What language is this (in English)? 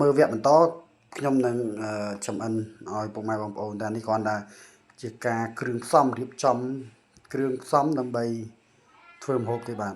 Khmer